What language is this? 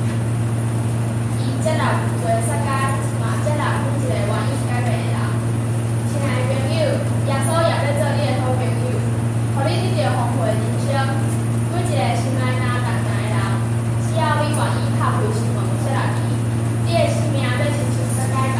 Min Nan Chinese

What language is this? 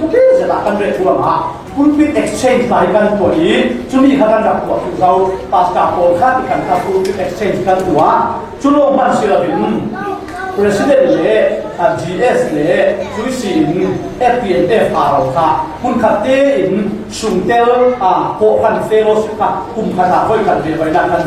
Falam Chin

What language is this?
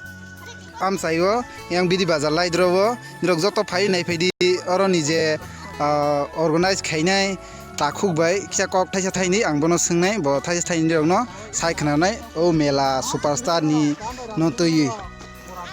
Kok Borok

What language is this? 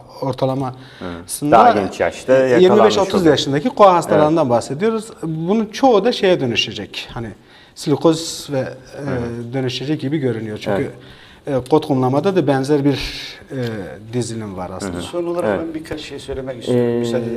Turkish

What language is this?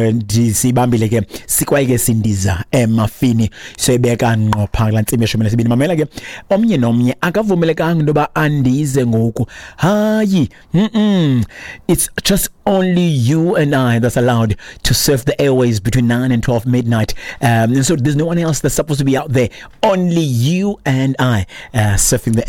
Xhosa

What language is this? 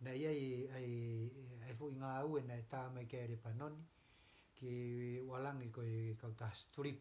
Tongan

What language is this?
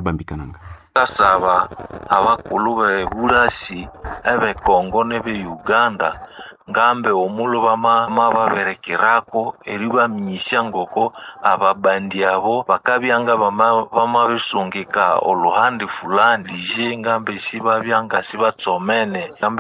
Nande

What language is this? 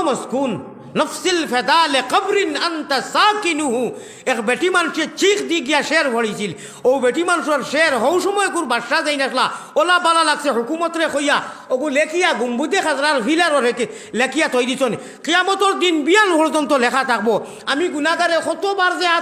Sylheti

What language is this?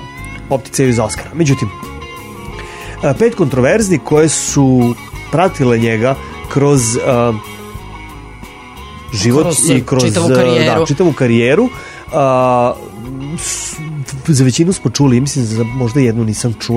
Serbian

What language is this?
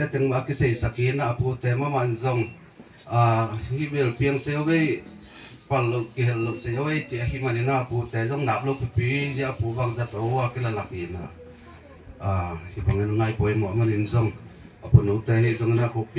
Tedim Chin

